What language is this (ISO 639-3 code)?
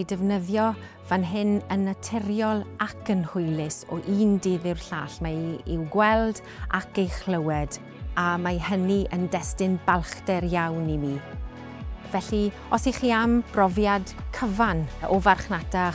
cym